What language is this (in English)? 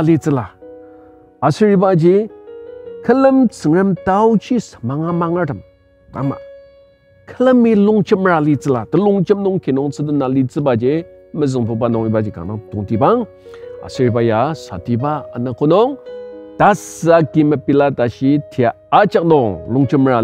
Ao Naga